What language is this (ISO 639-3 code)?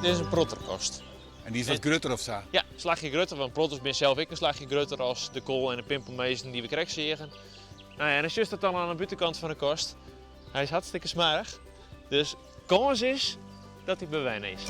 fry